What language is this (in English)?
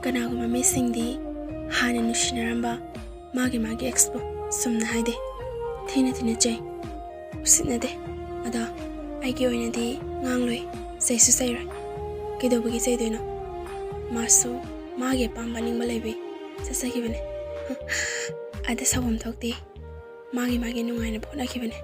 Manipuri